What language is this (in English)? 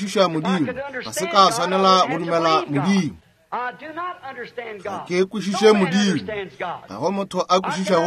Northern Sotho